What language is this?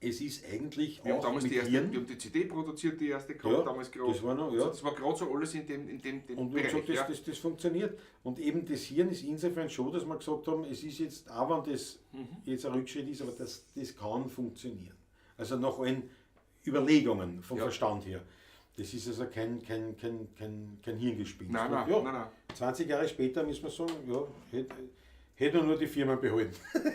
Bavarian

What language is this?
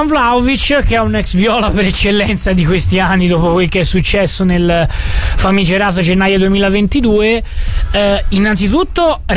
Italian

